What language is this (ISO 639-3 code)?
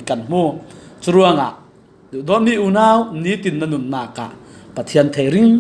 cfm